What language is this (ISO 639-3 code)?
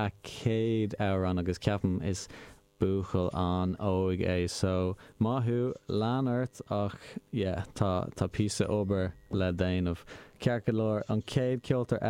gle